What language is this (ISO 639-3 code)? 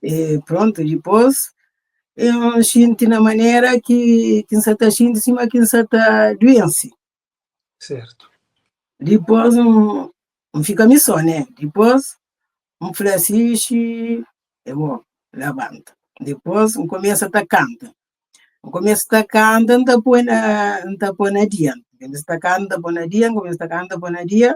kea